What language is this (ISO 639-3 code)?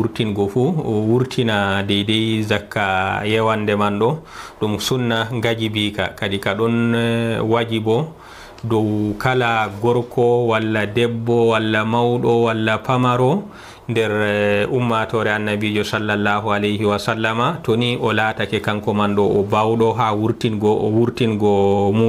ful